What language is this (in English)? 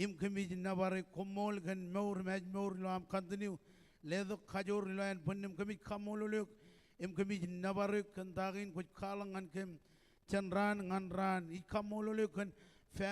Marshallese